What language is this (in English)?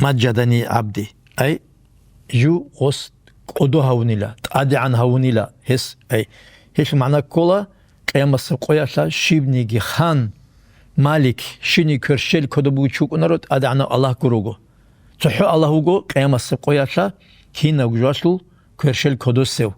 Avaric